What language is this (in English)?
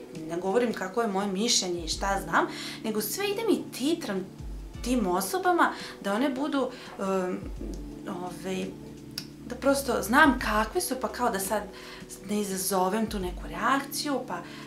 Serbian